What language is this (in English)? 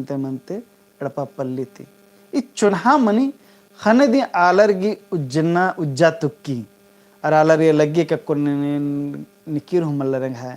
Kurukh